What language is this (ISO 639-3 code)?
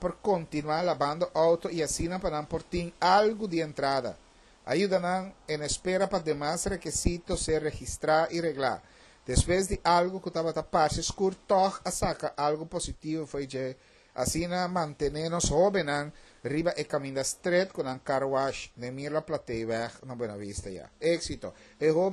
pap